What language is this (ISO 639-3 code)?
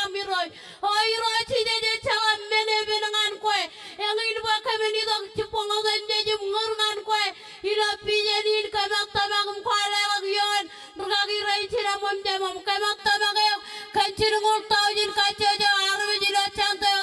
mah